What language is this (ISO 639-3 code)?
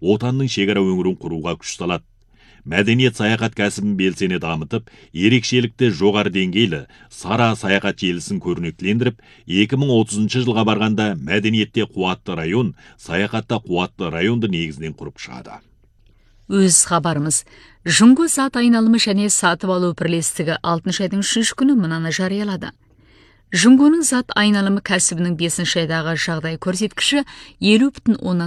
kaz